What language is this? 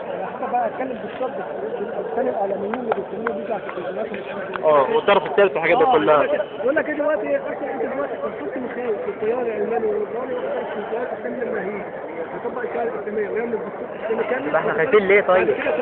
Egyptian Arabic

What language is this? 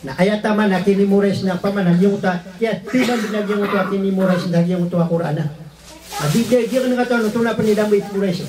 Maranao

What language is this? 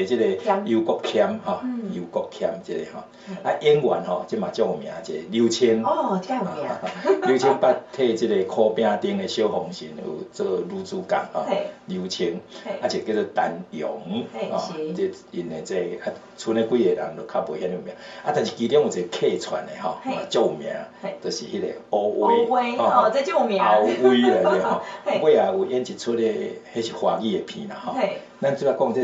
Min Nan Chinese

